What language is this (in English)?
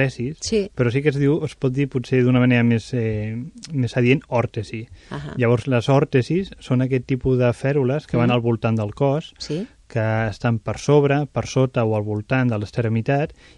Catalan